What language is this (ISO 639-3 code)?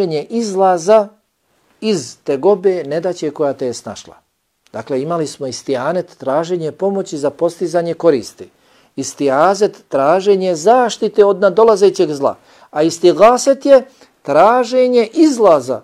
bos